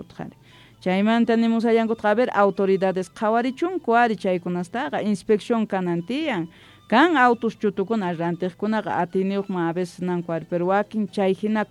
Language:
Quechua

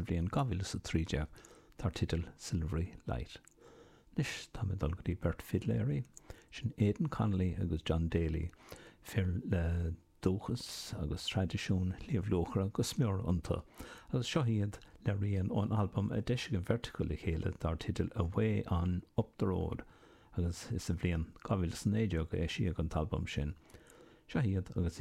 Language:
Irish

